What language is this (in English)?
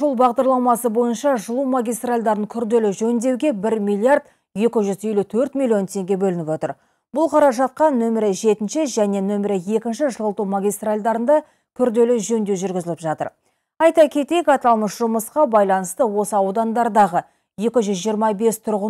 Kazakh